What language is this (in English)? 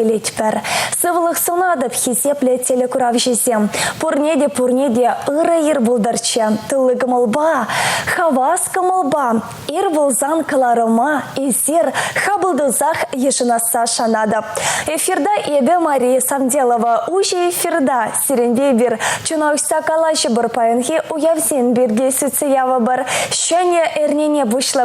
Chuvash